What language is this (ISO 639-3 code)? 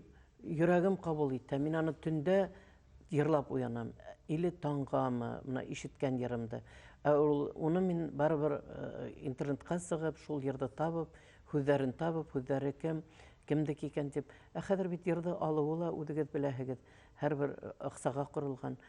bak